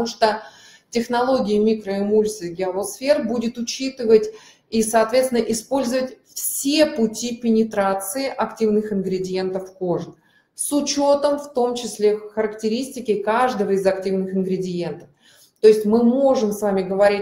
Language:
Russian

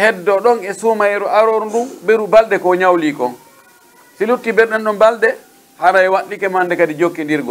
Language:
Pular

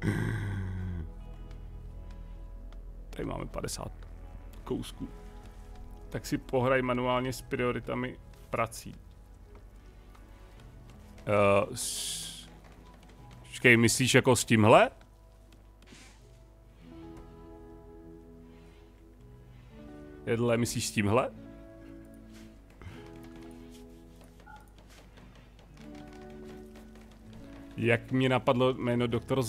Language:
Czech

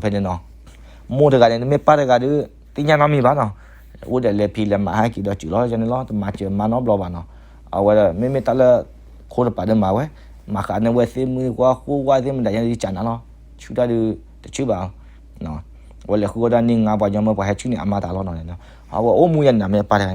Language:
S'gaw Karen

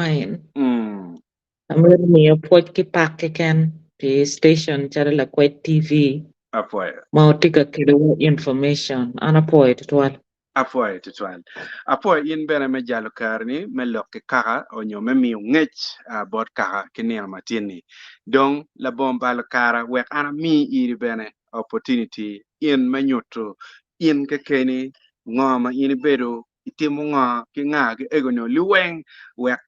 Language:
Acoli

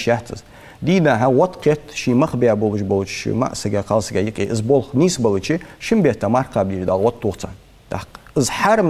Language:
Ingush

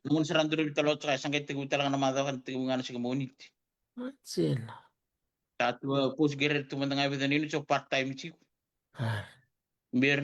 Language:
Fijian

